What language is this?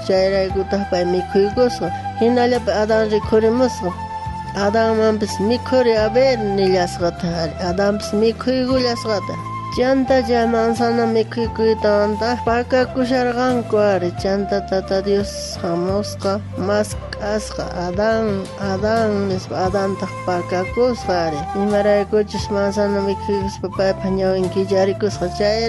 South Bolivian Quechua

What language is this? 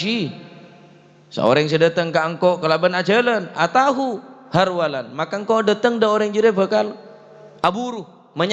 Madurese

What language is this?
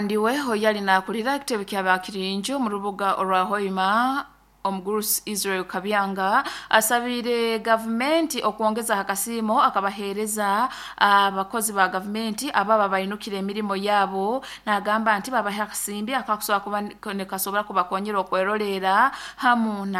Nyoro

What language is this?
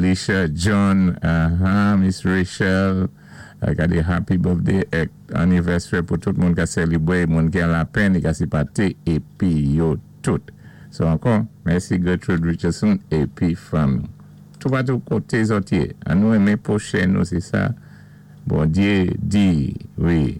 Saint Lucian Creole French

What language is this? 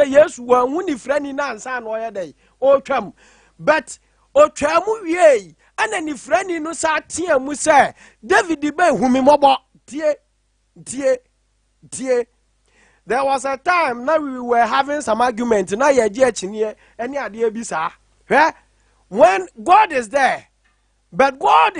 Akan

